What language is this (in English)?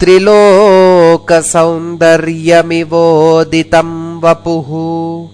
Sanskrit